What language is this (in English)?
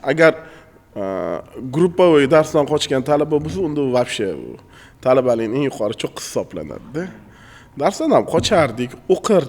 Uzbek